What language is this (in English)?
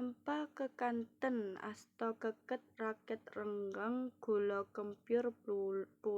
Javanese